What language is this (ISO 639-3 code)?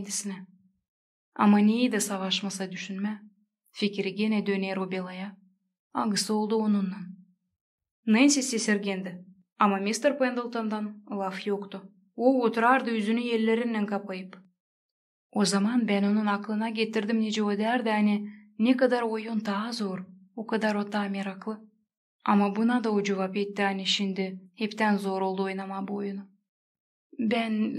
gag